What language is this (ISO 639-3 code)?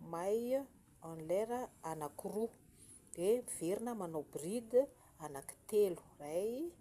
mlg